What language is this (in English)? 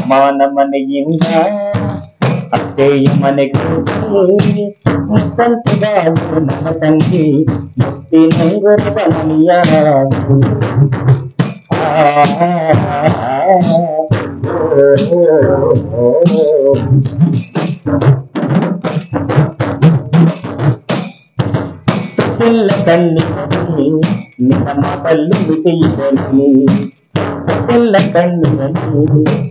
Kannada